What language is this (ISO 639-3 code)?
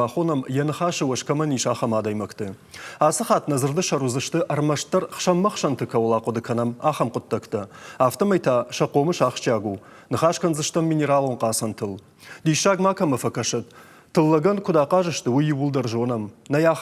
oss